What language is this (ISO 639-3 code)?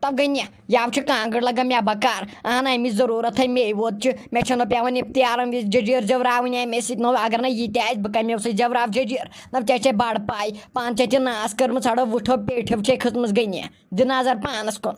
kas